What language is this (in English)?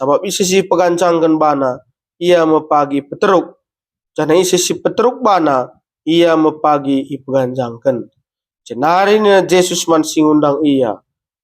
Batak Karo